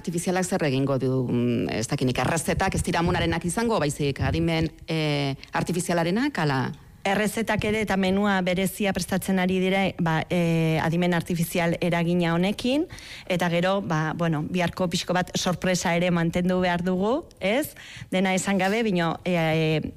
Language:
Basque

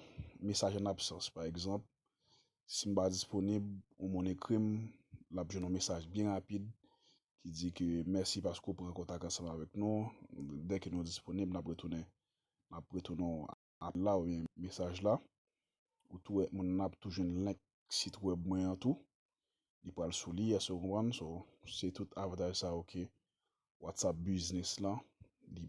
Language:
Haitian Creole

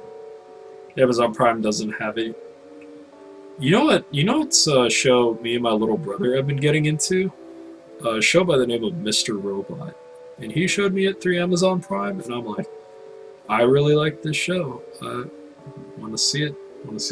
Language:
English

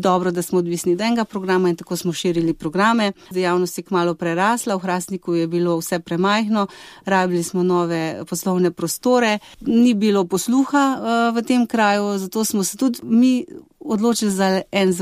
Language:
Slovenian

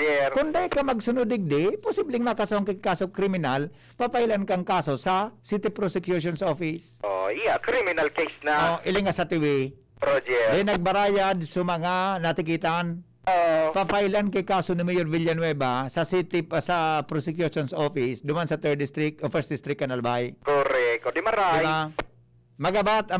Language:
Bikol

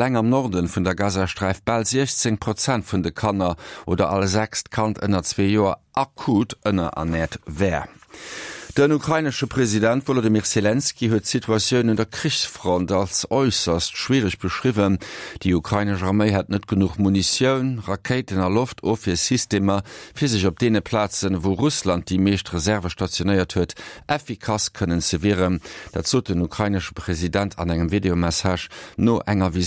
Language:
Luxembourgish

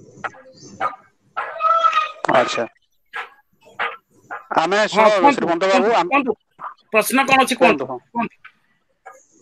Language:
Odia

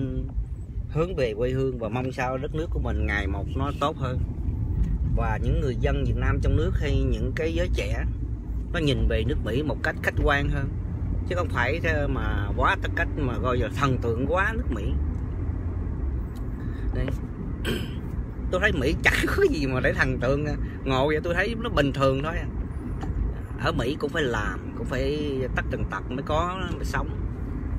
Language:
Vietnamese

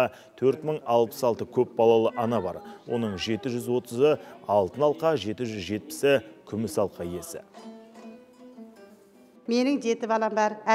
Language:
Kazakh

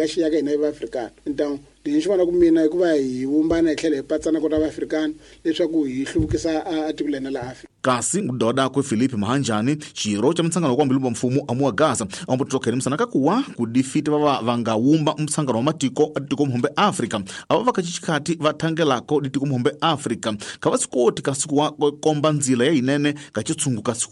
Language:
Tsonga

